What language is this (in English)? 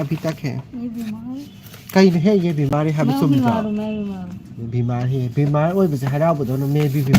Manipuri